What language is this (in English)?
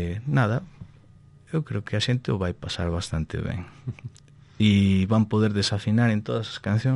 Galician